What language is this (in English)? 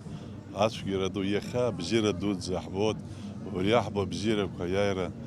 Abkhazian